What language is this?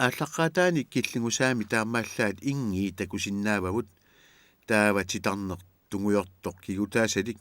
Kalaallisut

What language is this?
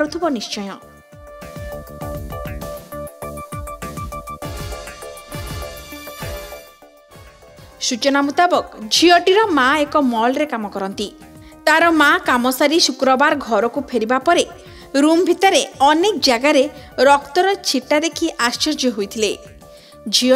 Odia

